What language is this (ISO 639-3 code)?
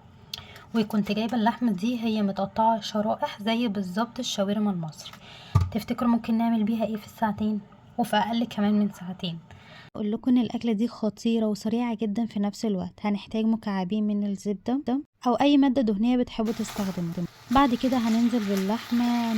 arz